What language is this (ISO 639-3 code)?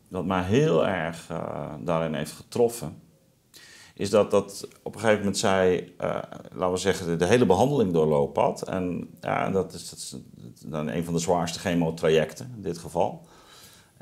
nld